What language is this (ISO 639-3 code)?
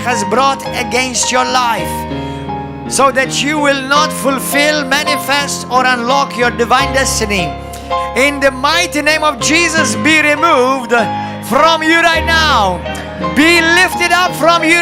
eng